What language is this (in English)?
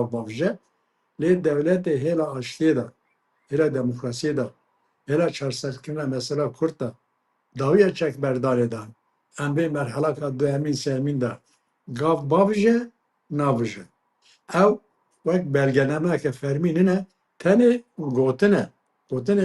Kurdish